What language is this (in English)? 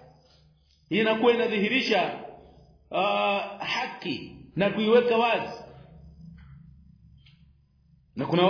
Swahili